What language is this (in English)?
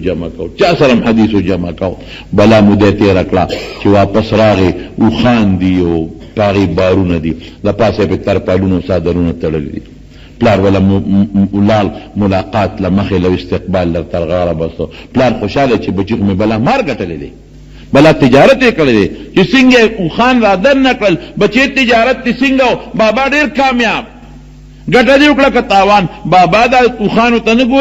Pashto